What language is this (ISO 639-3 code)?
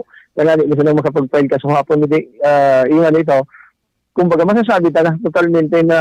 bik